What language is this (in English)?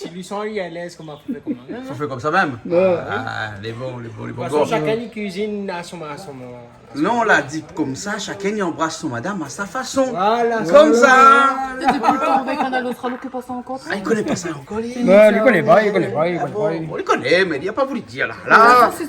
Réunion Creole French